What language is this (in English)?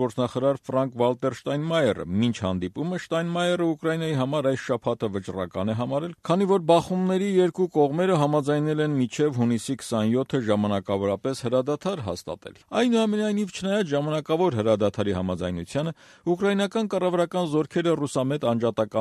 Armenian